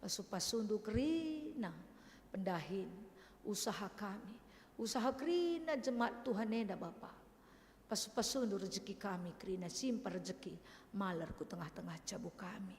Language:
Batak Karo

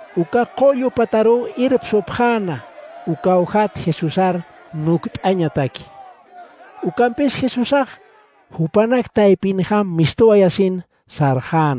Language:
Aymara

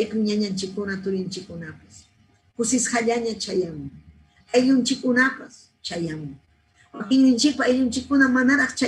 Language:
Ayacucho Quechua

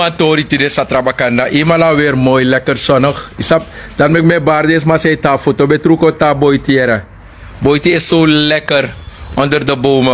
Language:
Sranan Tongo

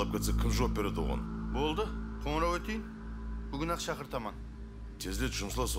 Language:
Kara-Kalpak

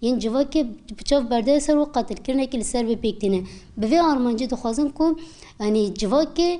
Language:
Kurdish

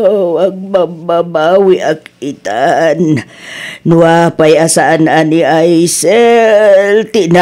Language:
Iloko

